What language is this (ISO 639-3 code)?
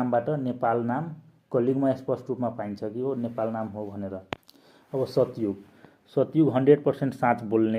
nep